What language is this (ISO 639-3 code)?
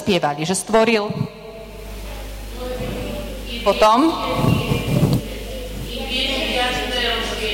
slk